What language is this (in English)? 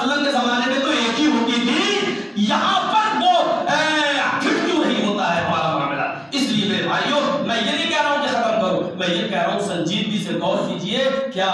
Urdu